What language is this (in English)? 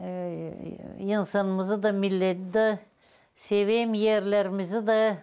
Gagauz